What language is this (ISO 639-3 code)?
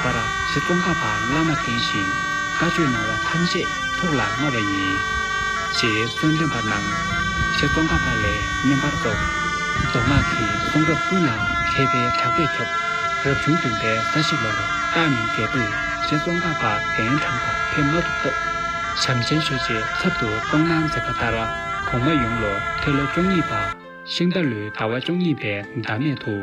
bod